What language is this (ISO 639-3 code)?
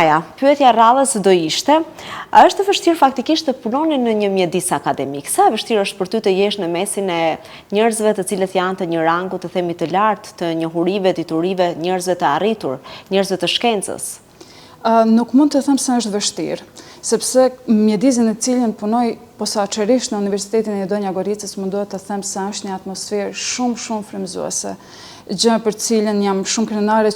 sqi